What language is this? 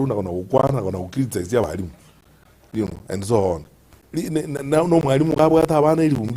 Gusii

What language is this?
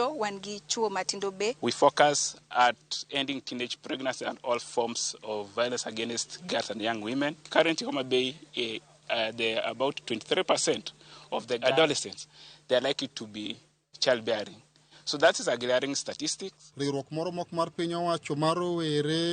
Luo (Kenya and Tanzania)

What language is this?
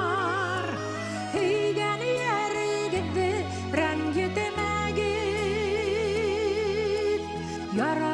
Bashkir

